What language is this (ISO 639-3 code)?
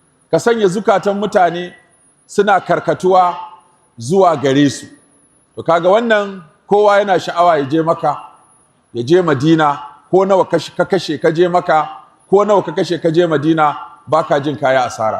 hau